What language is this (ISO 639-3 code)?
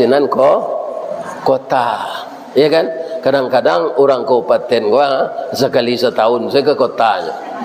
min